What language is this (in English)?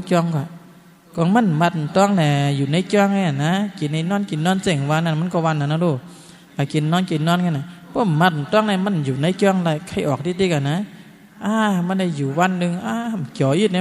Shan